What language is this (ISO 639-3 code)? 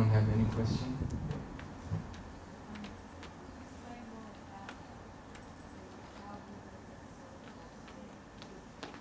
eng